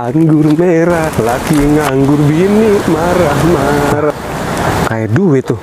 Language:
Betawi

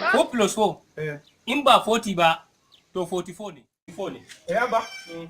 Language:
Hausa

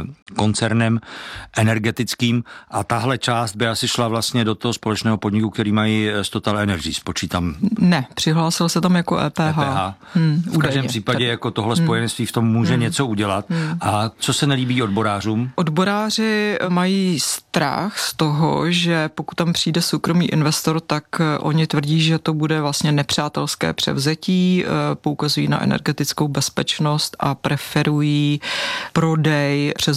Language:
Czech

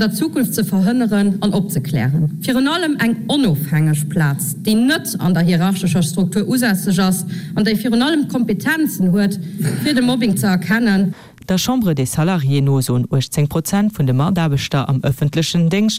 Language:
Luxembourgish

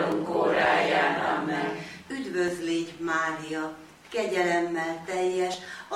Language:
Hungarian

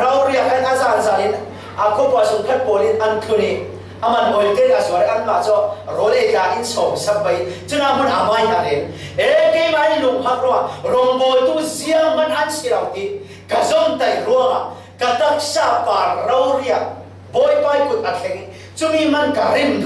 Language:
Falam Chin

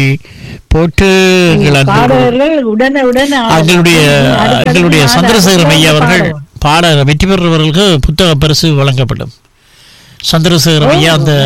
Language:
Tamil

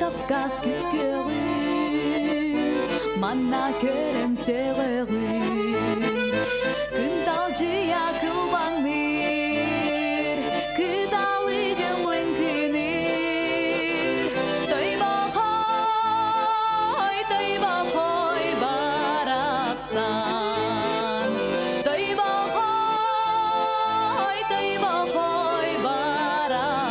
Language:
Yakut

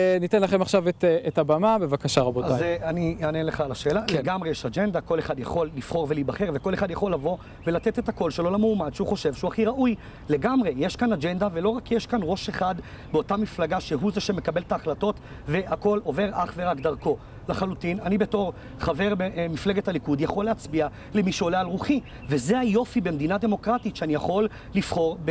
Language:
Hebrew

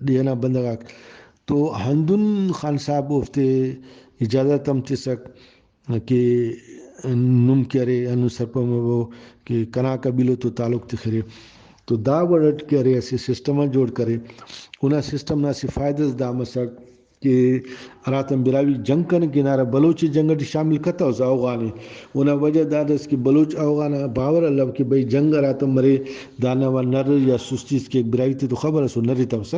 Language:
Brahui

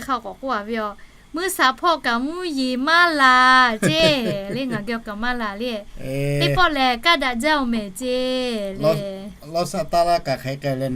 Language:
Lahu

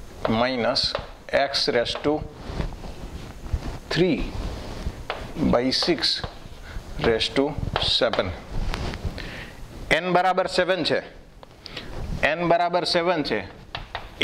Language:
Gujarati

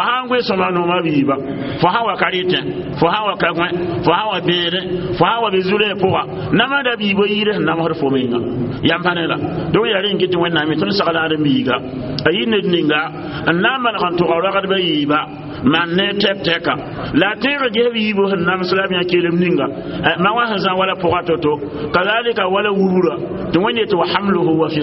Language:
Mossi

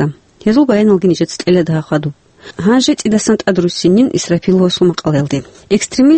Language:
Avaric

